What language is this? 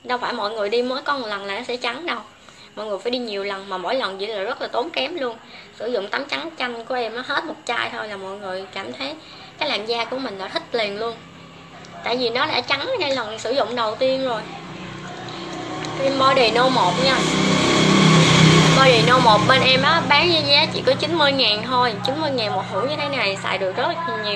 Vietnamese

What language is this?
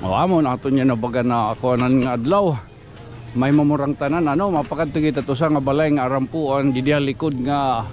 Waray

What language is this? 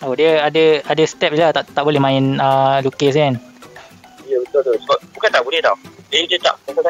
Malay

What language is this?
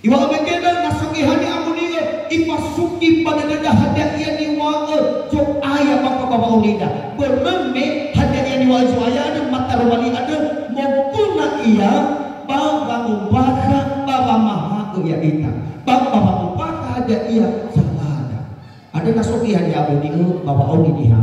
Nias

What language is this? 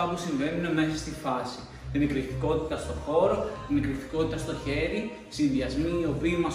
Greek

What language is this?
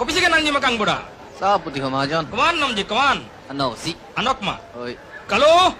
Karbi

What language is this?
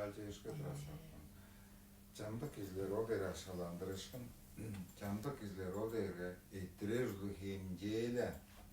Tuvinian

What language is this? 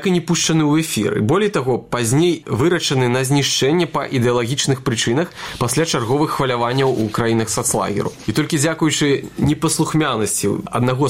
Belarusian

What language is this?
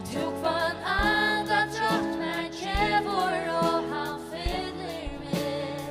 Faroese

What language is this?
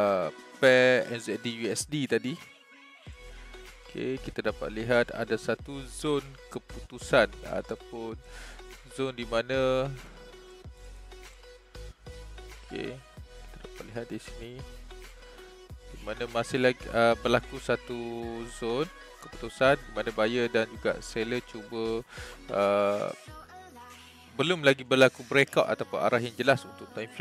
Malay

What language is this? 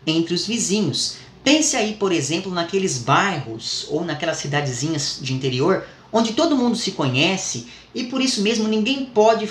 Portuguese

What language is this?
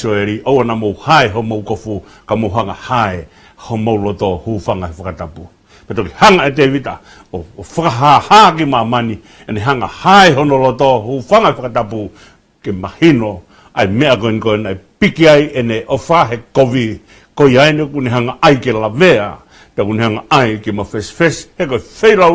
Tongan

